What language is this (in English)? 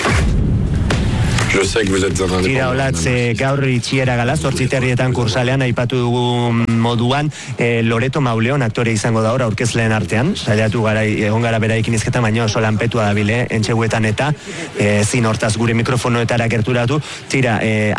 Basque